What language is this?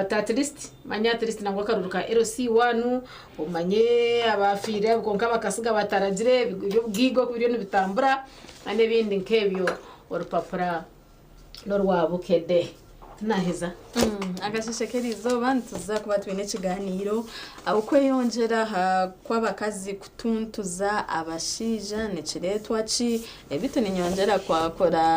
Nyankole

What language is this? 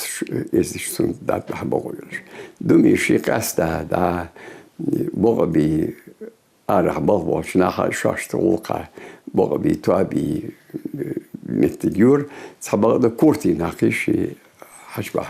Ingush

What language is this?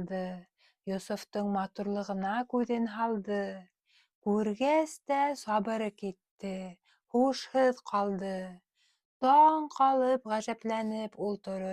Bashkir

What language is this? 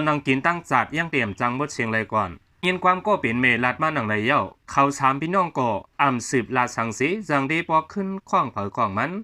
Shan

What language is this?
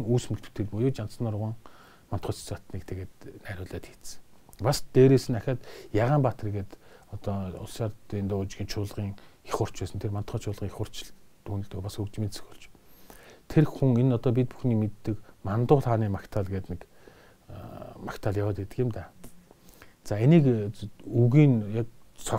Mongolian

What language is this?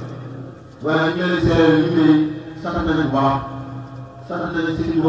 Wolof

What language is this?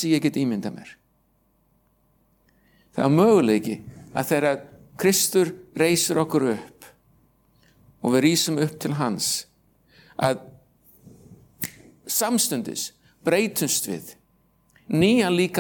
Icelandic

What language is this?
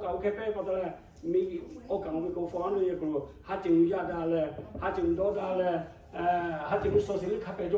Lahu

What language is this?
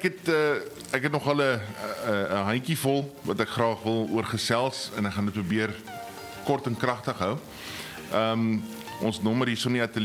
Afrikaans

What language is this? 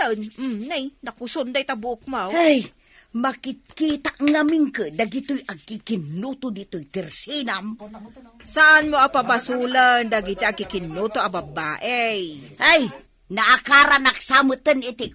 Iloko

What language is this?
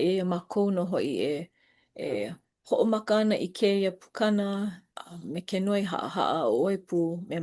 Hawaiian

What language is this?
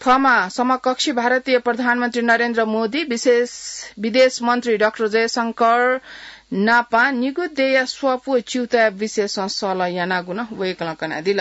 Newari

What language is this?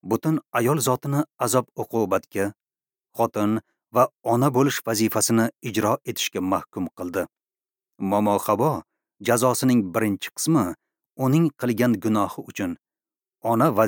Uzbek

